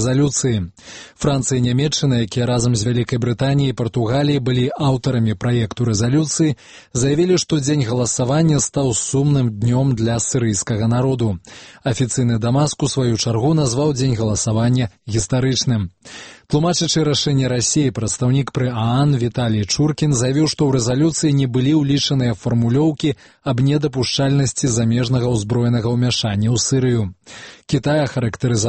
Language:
Belarusian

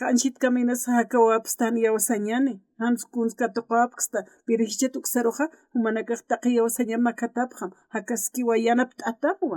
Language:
Aymara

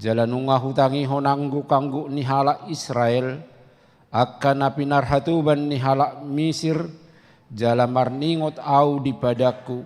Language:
Batak Toba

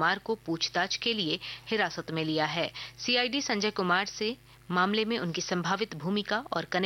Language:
Hindi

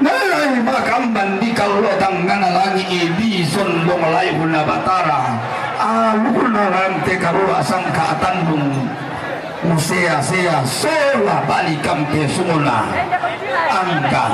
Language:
Toraja-Sa'dan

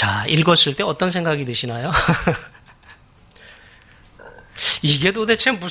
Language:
Korean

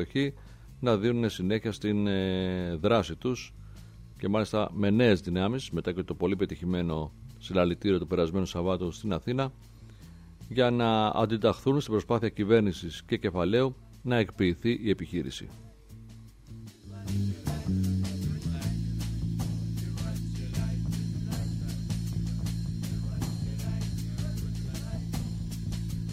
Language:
Greek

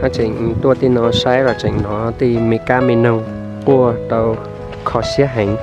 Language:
Hmong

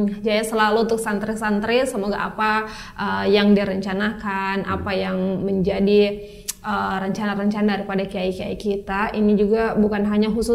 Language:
Indonesian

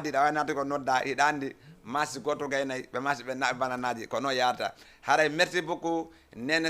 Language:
Fula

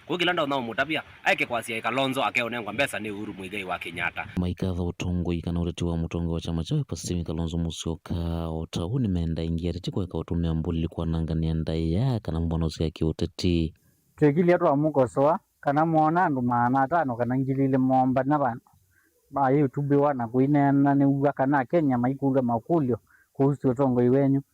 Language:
Kamba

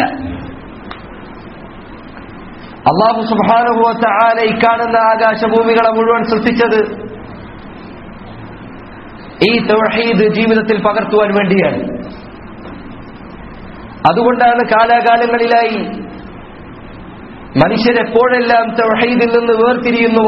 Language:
Malayalam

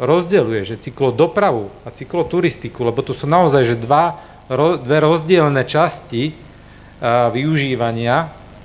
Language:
Slovak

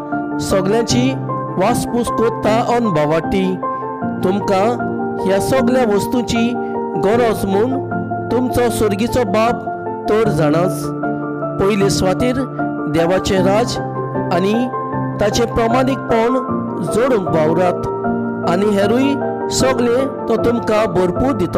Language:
Konkani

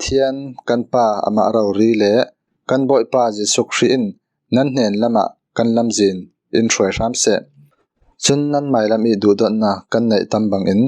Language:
Falam Chin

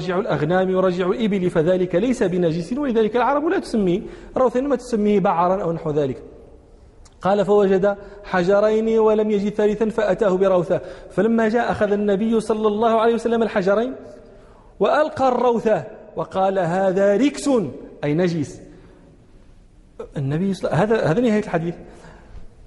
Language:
Arabic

